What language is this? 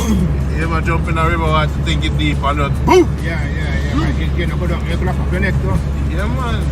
Jamaican Creole English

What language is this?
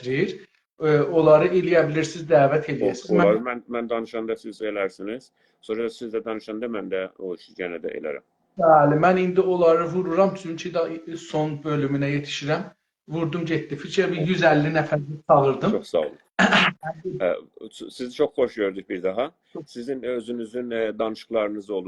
South Azerbaijani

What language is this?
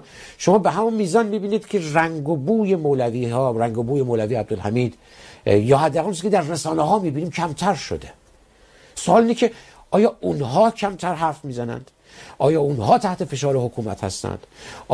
Persian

